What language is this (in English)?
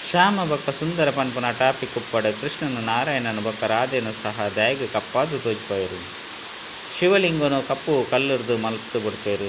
Tulu